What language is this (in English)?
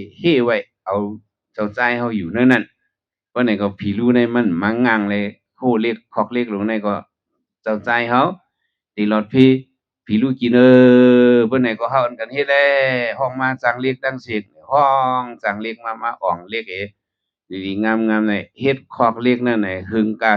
Shan